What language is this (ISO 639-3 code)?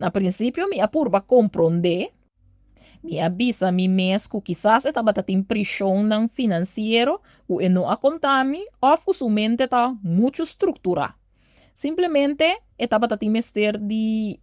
pap